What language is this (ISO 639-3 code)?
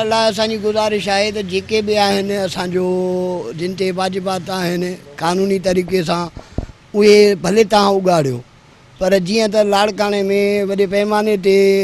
snd